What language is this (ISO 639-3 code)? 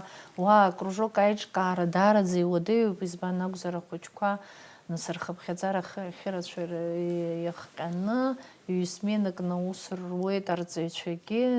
abk